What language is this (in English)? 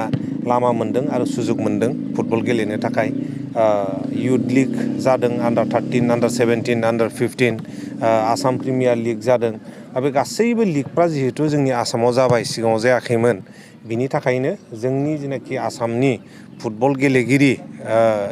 Bodo